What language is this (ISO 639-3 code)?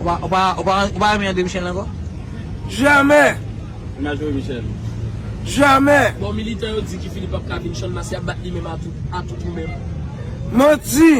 hat